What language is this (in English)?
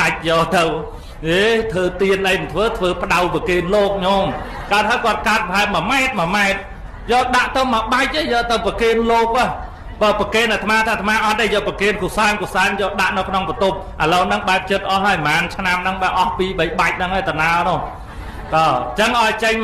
Khmer